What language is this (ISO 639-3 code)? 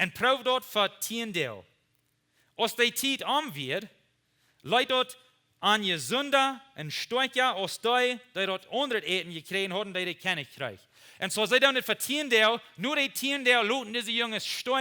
pdt